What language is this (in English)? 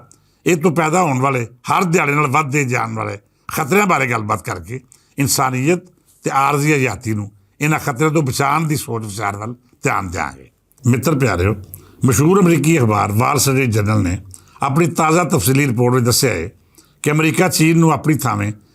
Western Panjabi